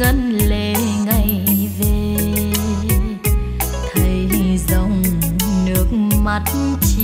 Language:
Vietnamese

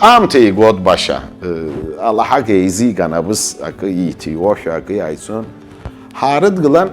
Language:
Abkhazian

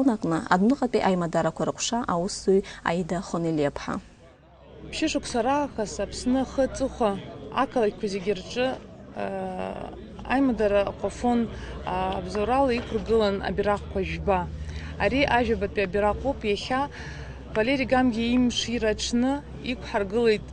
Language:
Abkhazian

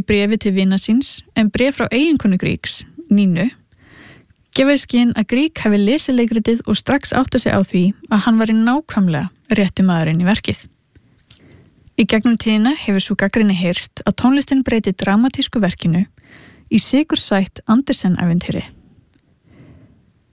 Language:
Icelandic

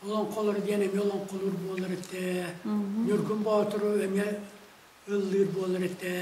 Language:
Yakut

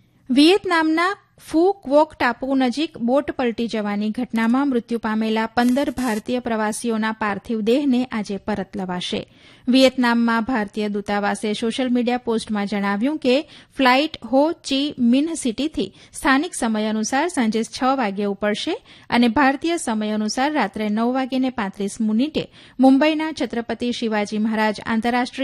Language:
Gujarati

